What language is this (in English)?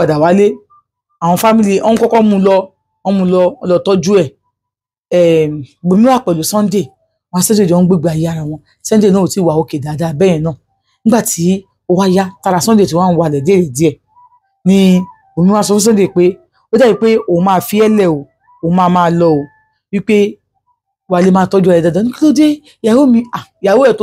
Yoruba